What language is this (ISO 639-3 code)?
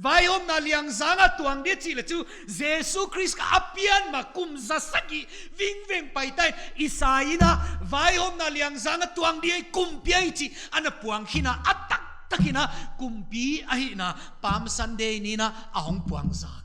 pck